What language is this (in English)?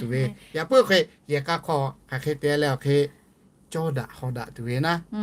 Lahu